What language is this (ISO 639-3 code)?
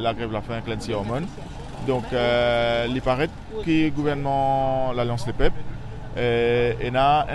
mfe